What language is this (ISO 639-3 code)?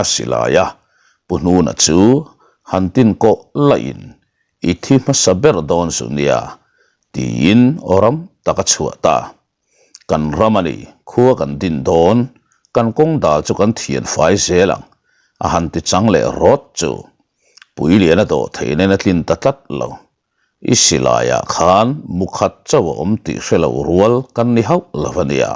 lus